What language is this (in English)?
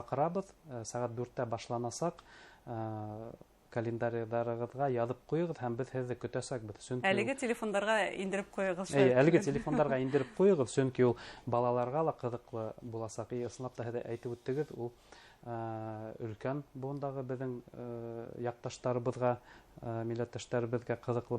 Bashkir